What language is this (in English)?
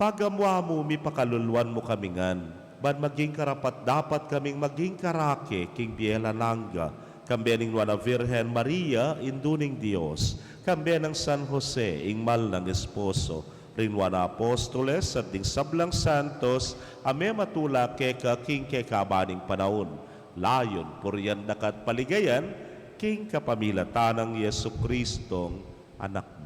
Pampanga